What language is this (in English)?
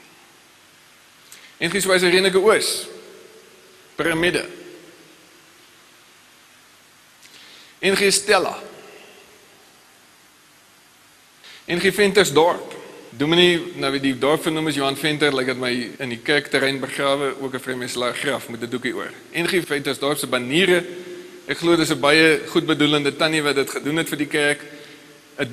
Afrikaans